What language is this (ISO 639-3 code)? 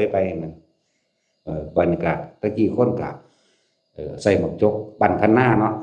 tts